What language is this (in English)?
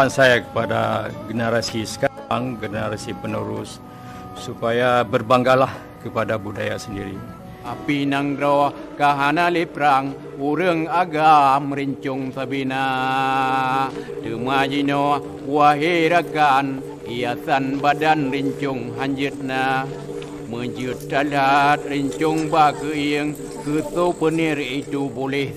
Achinese